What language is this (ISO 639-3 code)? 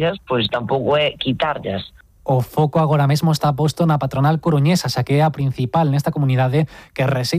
glg